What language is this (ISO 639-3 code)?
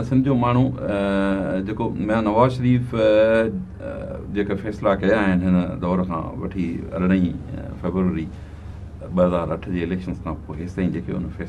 snd